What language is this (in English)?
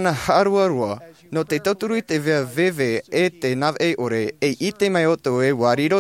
Tahitian